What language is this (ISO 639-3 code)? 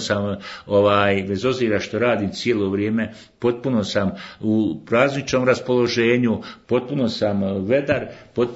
bos